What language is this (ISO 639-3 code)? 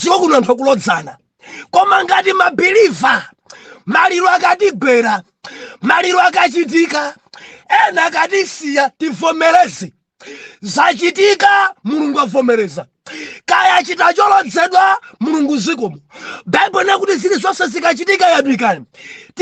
nya